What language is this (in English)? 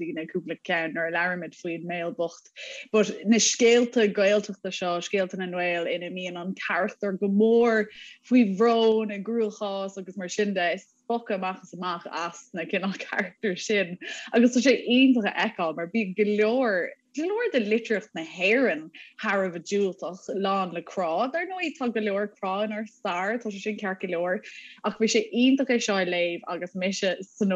Irish